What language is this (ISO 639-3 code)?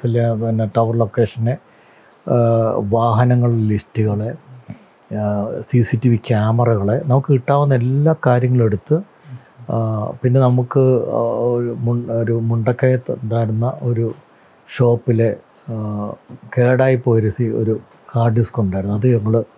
mal